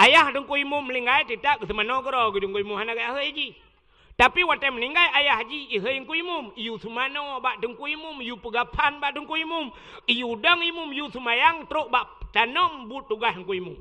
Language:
Achinese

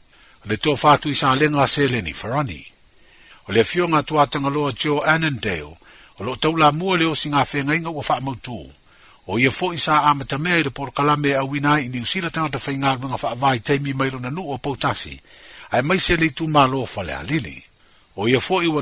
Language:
Samoan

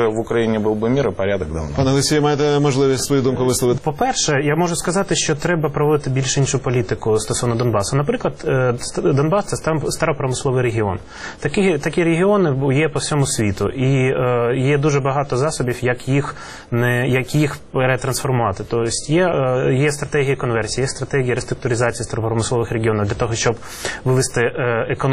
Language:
Ukrainian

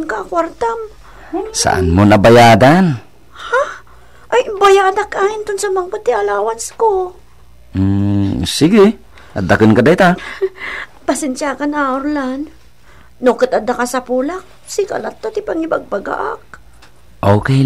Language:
Iloko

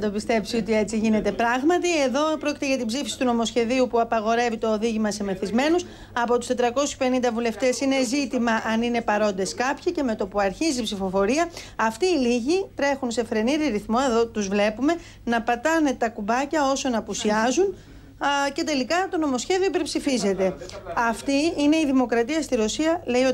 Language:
Greek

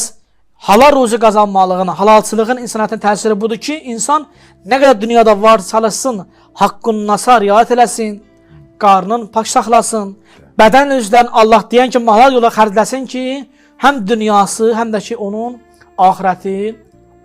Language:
Azerbaijani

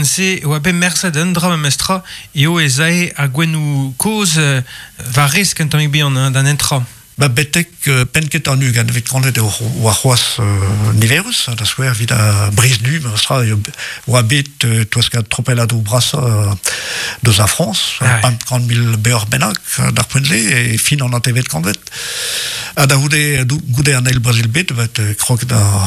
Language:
Breton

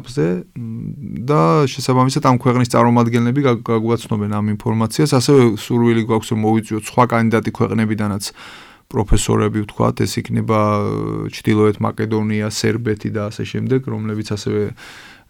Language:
Georgian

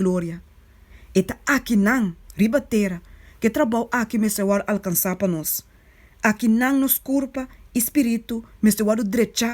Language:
Papiamento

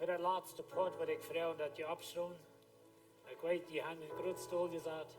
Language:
Plautdietsch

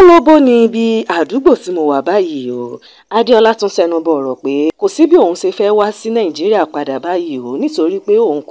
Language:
Yoruba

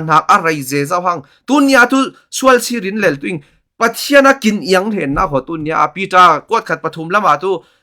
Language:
Falam Chin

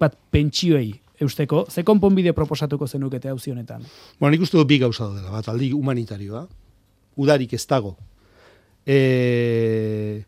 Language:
Basque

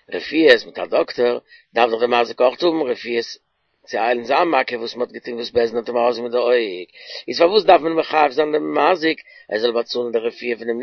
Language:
Yiddish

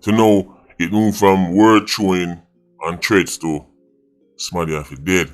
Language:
Jamaican Creole English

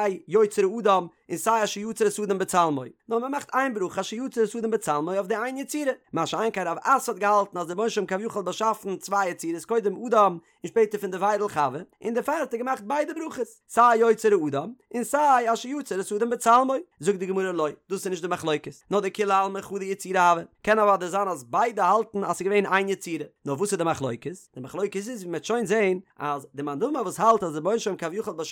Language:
Yiddish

